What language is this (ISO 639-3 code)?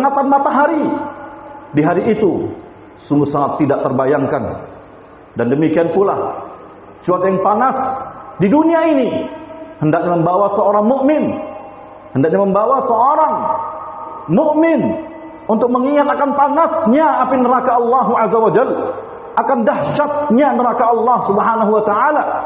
ind